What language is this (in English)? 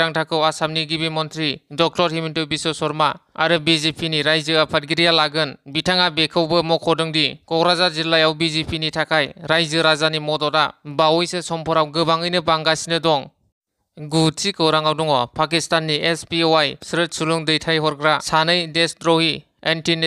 Bodo